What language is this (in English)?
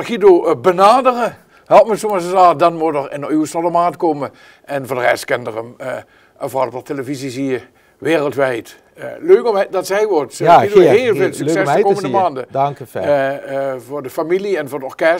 Limburgish